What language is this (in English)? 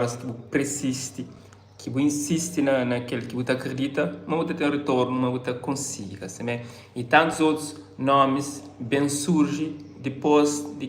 Kabuverdianu